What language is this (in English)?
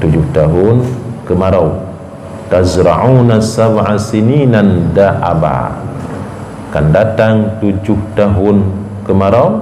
Achinese